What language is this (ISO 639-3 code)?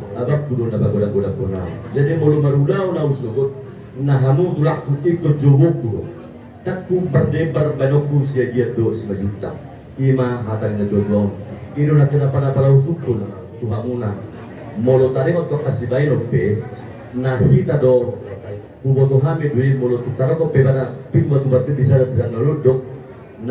bbc